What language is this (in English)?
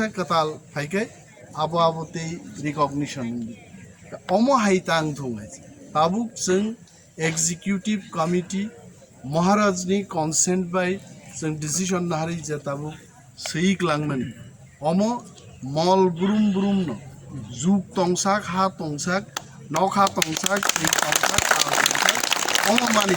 Kok Borok